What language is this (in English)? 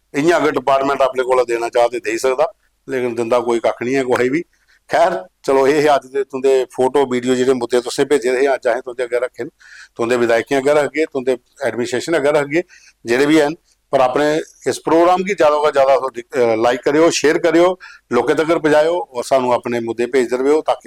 Dogri